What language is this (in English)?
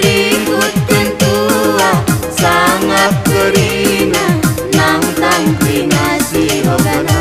Batak Karo